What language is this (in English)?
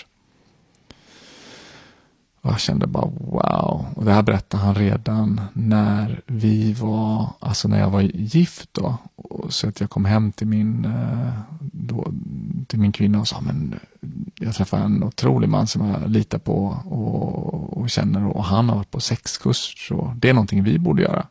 Swedish